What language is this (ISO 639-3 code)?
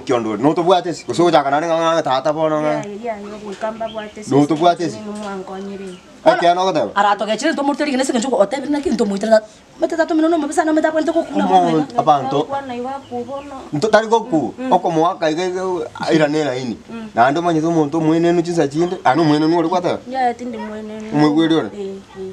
guz